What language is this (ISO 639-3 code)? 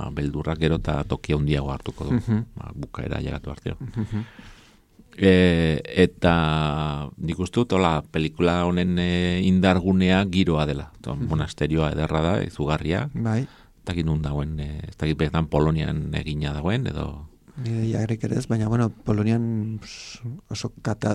eus